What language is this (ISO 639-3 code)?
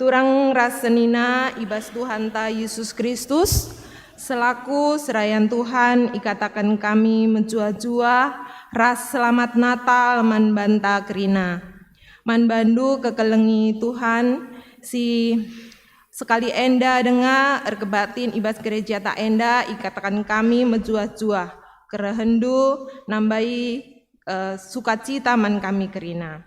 btx